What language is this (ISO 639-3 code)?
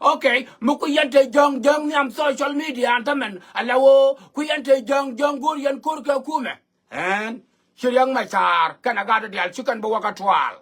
nus